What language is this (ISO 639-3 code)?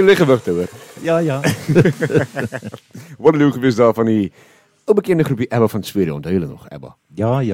afr